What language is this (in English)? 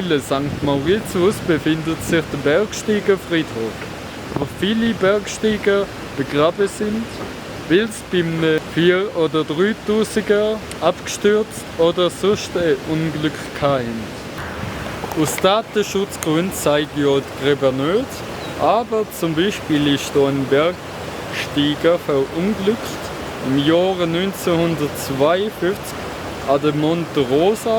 Swiss German